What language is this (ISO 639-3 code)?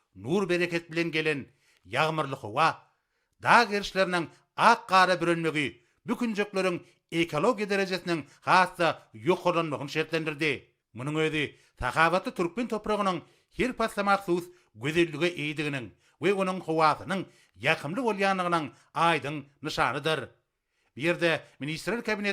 tuk